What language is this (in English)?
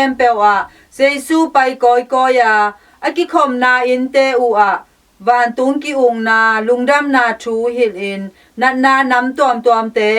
Tedim Chin